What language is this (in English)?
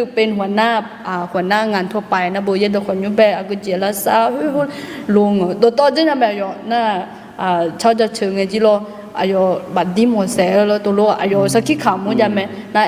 Akha